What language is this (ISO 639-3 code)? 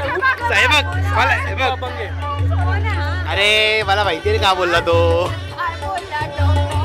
mar